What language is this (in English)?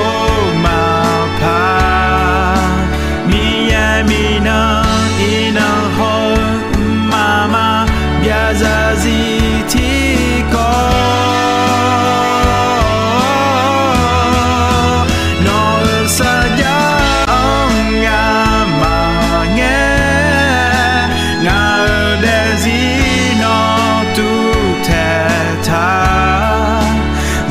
Akha